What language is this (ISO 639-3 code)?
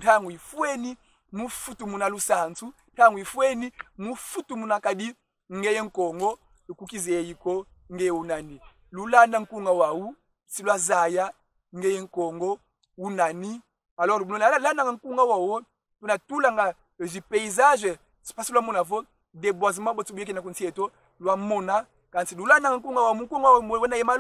kon